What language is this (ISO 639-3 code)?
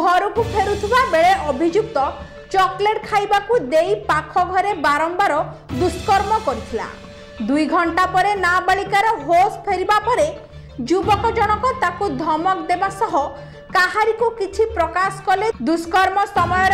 ori